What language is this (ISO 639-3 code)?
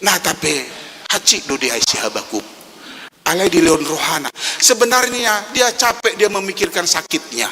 bbc